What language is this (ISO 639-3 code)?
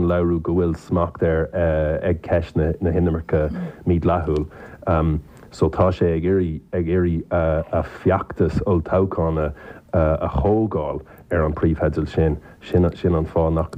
gle